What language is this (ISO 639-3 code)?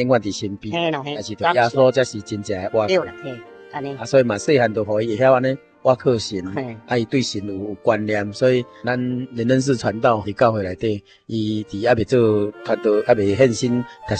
nan